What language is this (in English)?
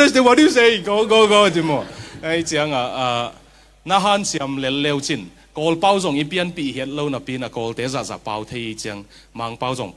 Tedim Chin